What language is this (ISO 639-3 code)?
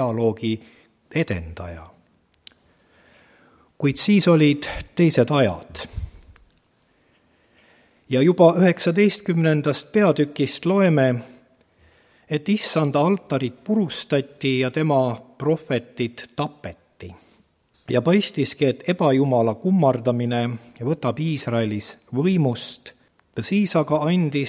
est